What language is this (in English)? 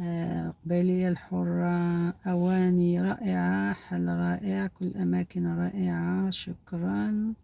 Algerian Arabic